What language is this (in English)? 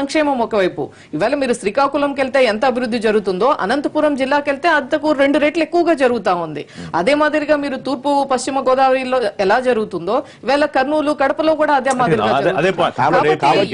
Telugu